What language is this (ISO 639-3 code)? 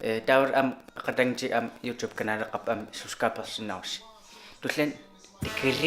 kal